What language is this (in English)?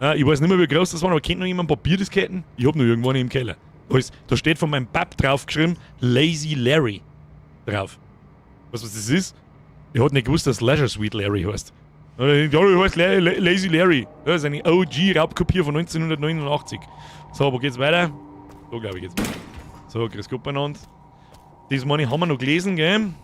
Bavarian